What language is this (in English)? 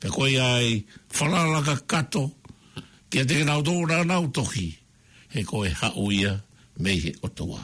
Tongan